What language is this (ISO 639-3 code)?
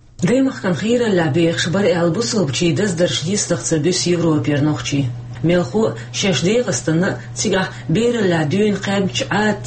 che